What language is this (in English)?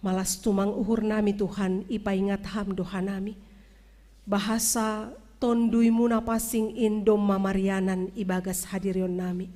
Batak Simalungun